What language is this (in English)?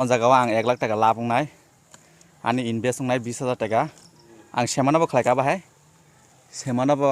Kok Borok